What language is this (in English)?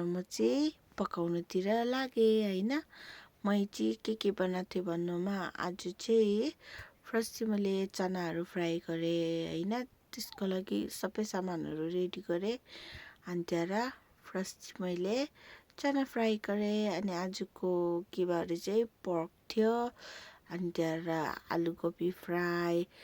Nepali